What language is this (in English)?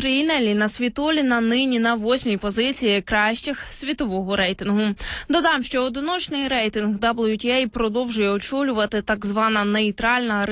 Ukrainian